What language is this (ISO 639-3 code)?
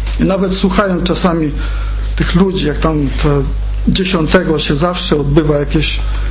pol